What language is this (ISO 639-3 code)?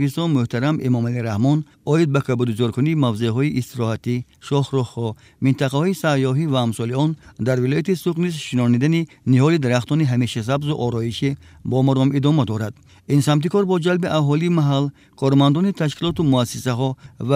tgk